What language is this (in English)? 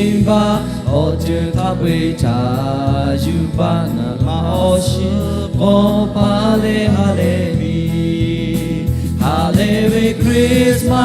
Lahu